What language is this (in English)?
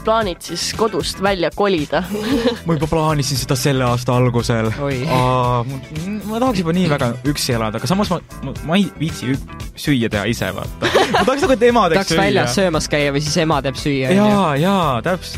Estonian